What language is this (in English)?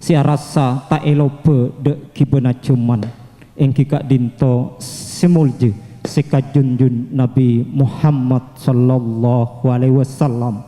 Madurese